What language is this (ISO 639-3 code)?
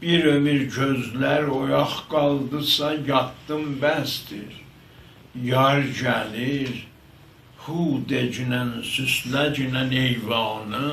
azb